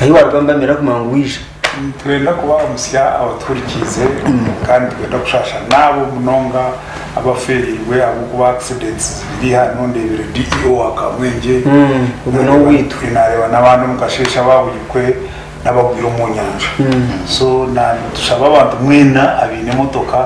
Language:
Nyankole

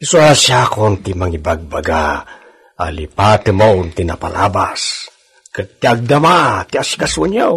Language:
Iloko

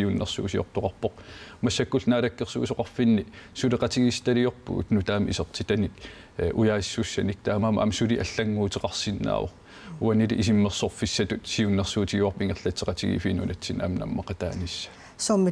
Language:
Kalaallisut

